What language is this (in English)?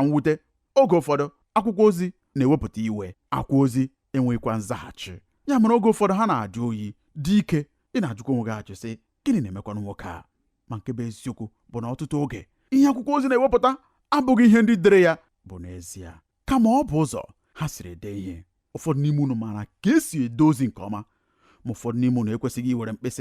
Igbo